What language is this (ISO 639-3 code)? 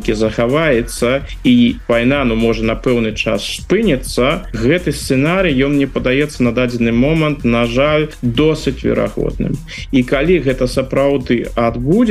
bel